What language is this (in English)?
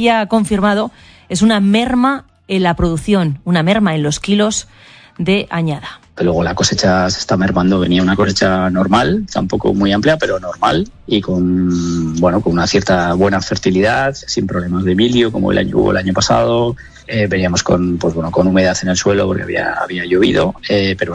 Spanish